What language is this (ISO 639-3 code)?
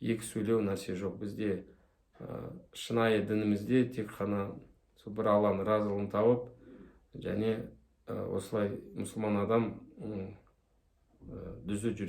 kaz